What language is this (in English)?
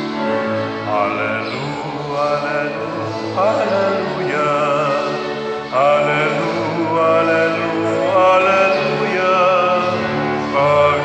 Cebuano